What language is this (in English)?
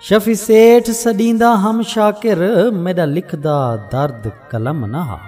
Saraiki